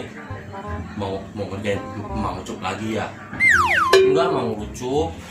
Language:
Betawi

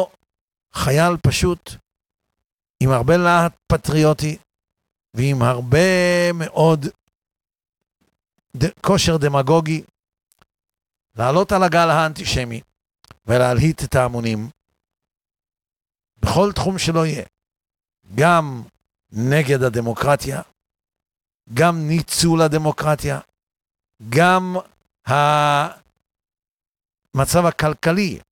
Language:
Hebrew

